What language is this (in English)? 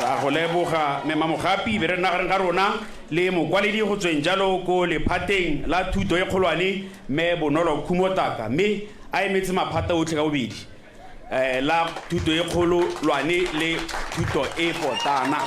Tswana